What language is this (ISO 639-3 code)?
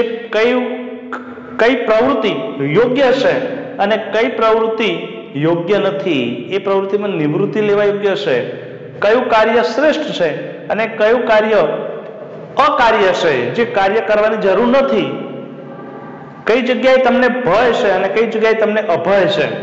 guj